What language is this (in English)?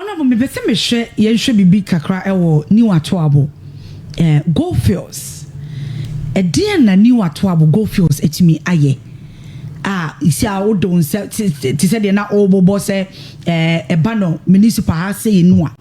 Akan